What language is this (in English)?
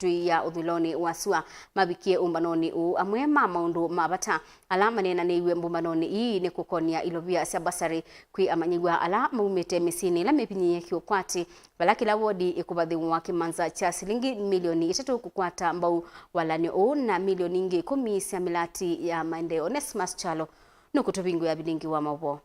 Kamba